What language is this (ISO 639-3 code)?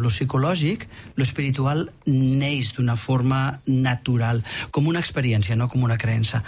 cat